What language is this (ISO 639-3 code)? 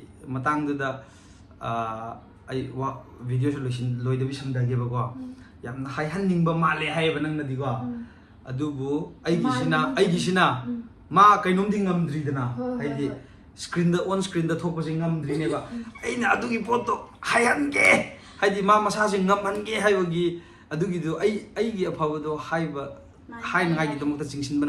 mni